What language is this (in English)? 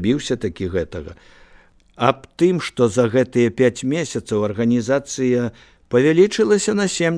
Belarusian